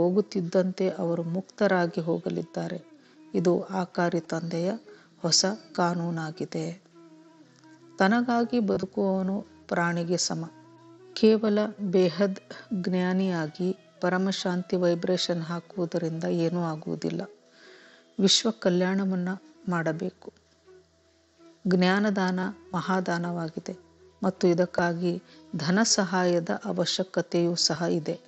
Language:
Kannada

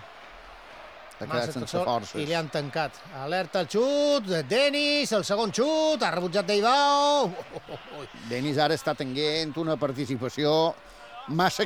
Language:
Catalan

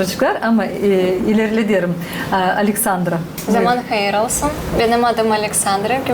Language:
Gagauz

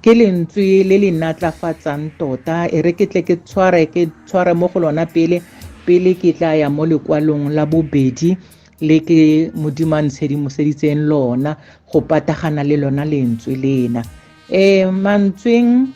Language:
Tswana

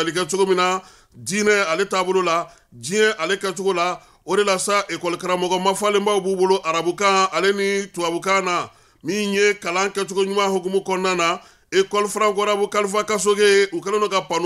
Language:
Bambara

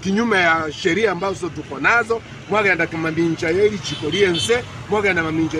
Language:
Gusii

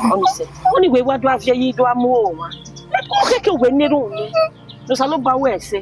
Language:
Bini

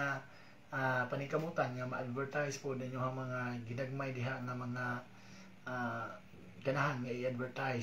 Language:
Cebuano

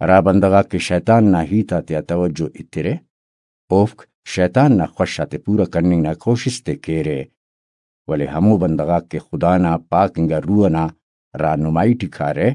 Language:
Brahui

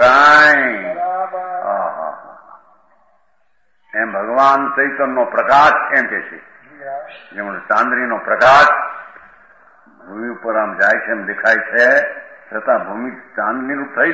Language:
Gujarati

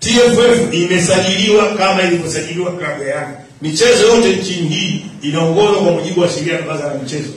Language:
Swahili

